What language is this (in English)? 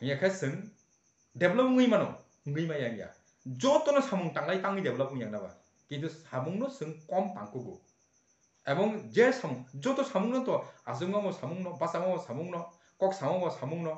Kok Borok